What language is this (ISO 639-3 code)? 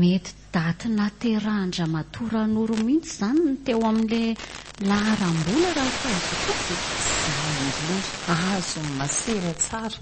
mlg